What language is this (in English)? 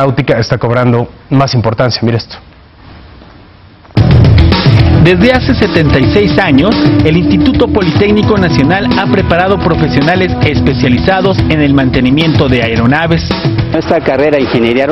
Spanish